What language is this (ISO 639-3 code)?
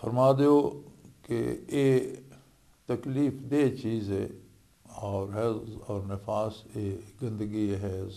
lah